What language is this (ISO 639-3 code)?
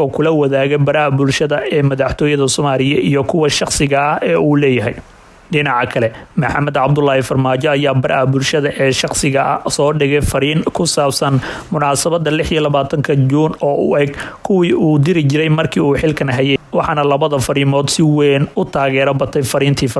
som